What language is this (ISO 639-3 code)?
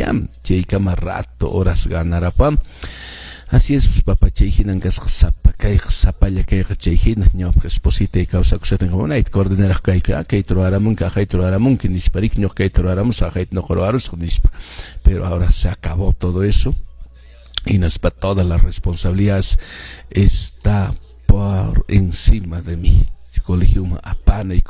que